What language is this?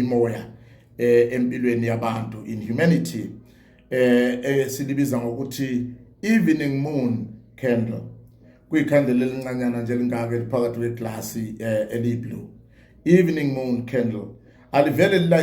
Zulu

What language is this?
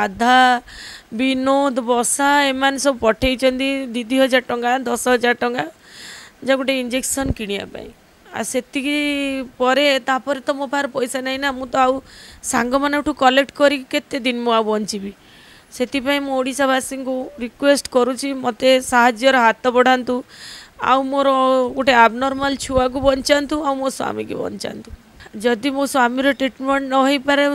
Odia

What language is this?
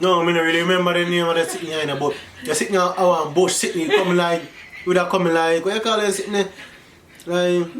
Jamaican Creole English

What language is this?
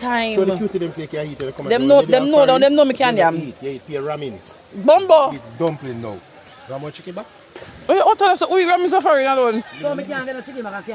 Jamaican Creole English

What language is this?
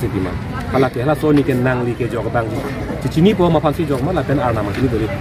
Karbi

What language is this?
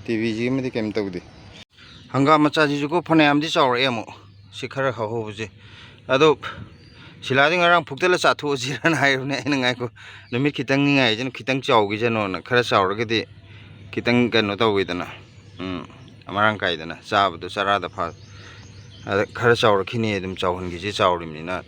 Manipuri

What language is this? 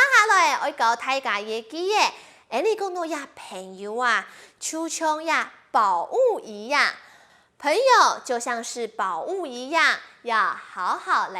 Hakka Chinese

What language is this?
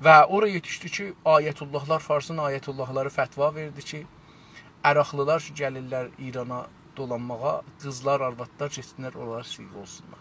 South Azerbaijani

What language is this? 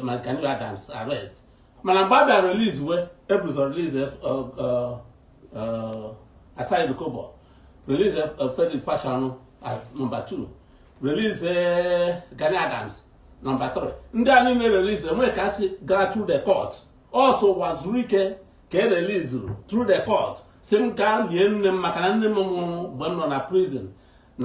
Igbo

